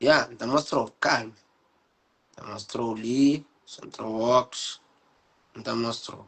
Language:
Kabuverdianu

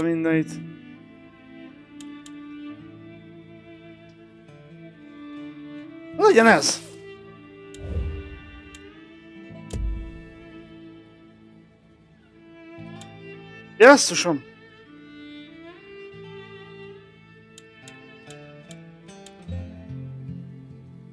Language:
Hungarian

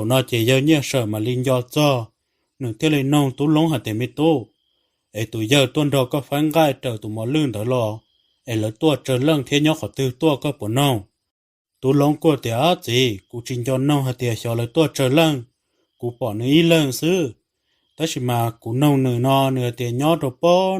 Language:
Hmong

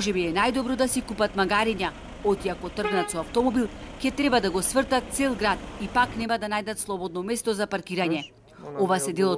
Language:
Macedonian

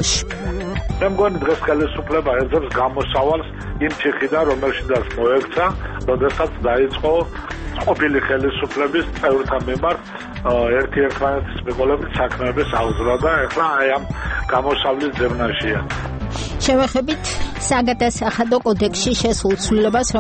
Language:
Georgian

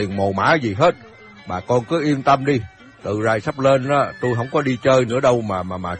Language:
Vietnamese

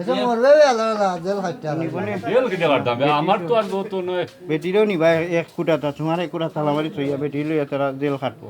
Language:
Sylheti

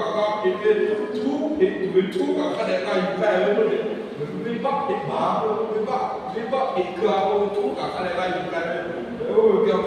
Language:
Lahu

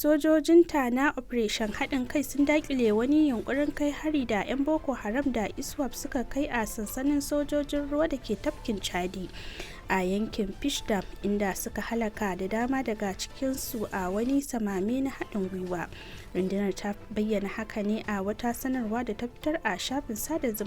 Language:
Hausa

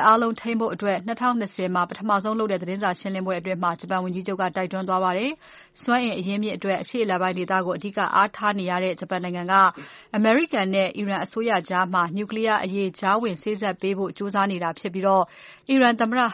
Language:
Burmese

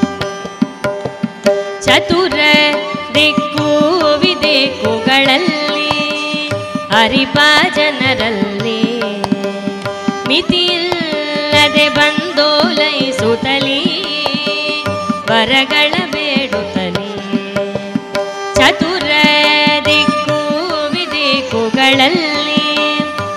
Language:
Kannada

